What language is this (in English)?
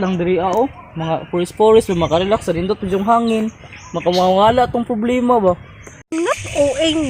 Cebuano